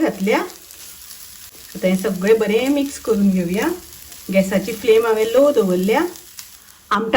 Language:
Konkani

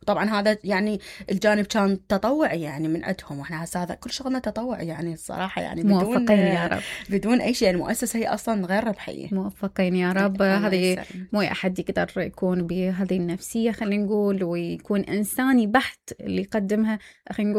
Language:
Mesopotamian Arabic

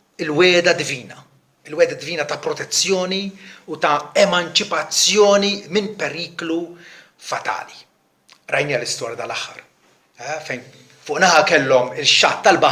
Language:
Maltese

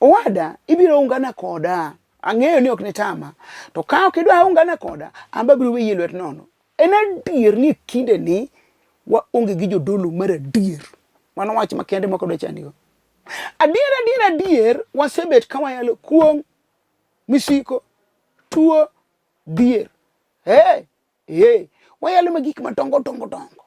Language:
Luo (Kenya and Tanzania)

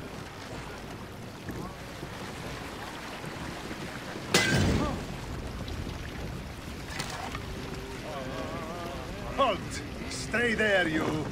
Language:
Polish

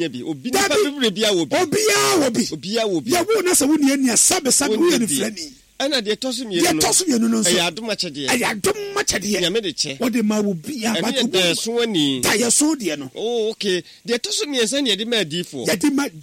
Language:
Akan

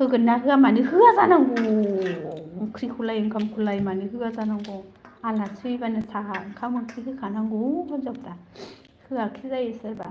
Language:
Bodo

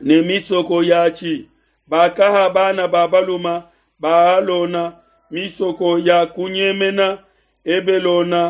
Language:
Luba-Lulua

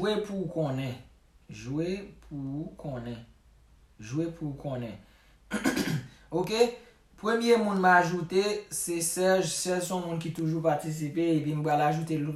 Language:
Haitian Creole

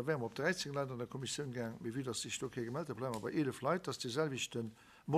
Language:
Luxembourgish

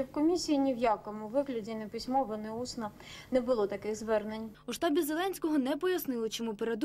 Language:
Ukrainian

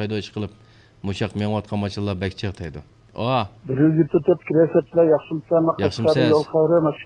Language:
Uyghur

